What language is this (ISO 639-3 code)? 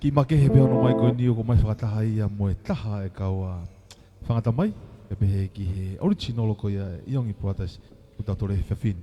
ton